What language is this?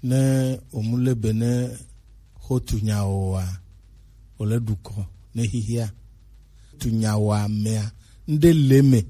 Gen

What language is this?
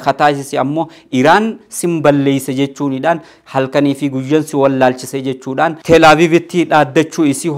Oromo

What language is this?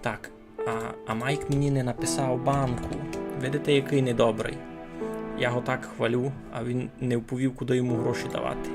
Rusyn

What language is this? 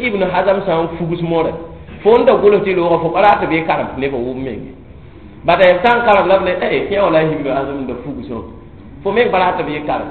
Mossi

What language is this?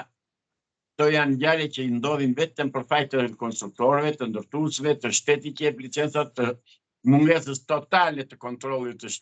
Albanian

